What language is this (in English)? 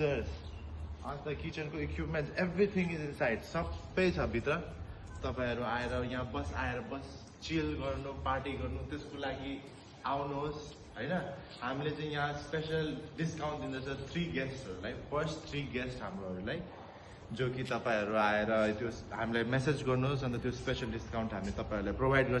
Nepali